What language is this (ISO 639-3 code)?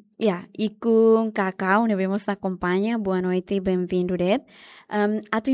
tet